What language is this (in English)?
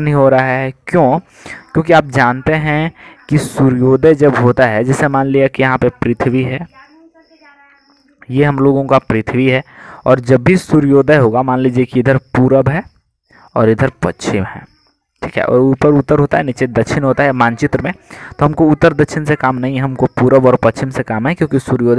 Hindi